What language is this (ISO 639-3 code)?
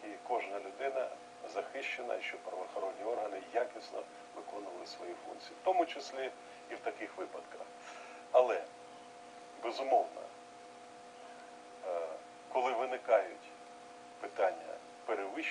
ukr